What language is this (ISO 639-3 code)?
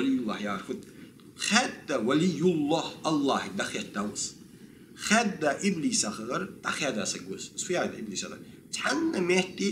inh